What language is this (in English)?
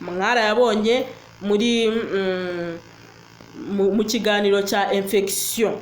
Kinyarwanda